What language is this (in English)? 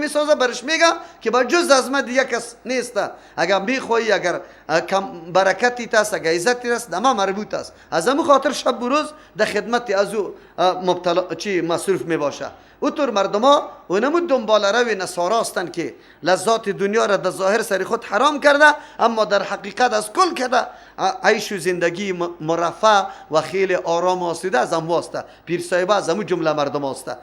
Persian